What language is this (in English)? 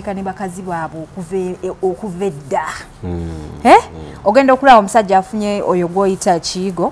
Ganda